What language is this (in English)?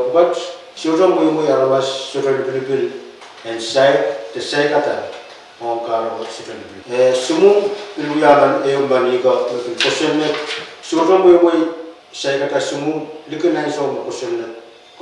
Pohnpeian